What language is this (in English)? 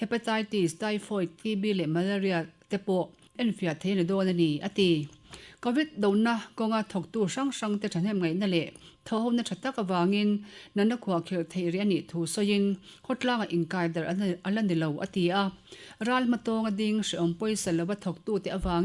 Mizo